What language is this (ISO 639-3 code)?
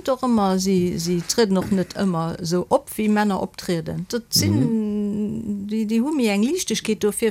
ltz